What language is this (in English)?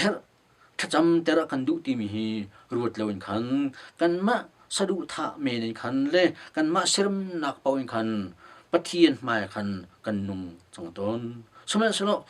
Hakha Chin